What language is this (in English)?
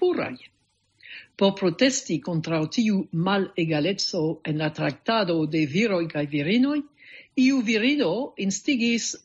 Esperanto